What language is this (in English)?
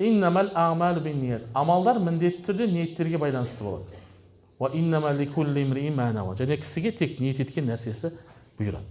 Kazakh